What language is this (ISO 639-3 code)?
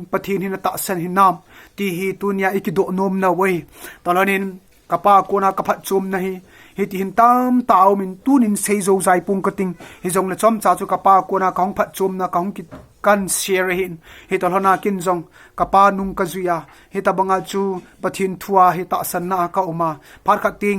tcz